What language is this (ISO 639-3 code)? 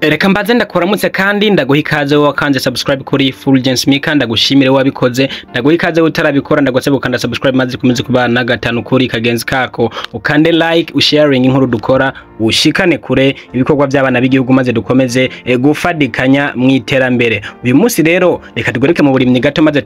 run